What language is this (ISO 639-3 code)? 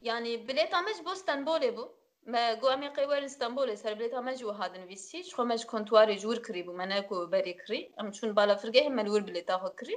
kur